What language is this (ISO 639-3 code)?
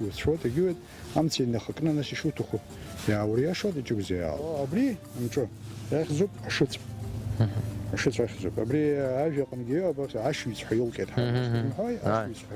abk